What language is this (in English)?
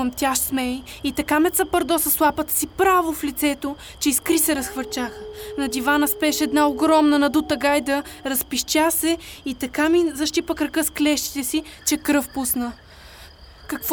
Bulgarian